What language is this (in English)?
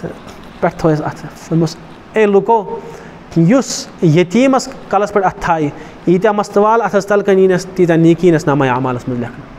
Kashmiri